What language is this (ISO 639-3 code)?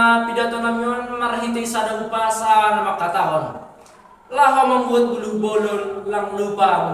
bts